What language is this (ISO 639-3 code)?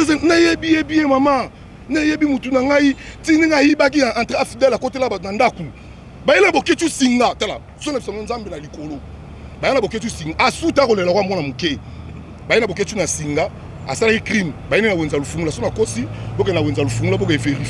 lin